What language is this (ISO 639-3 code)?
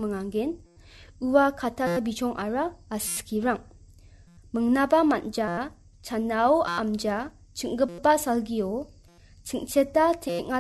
grt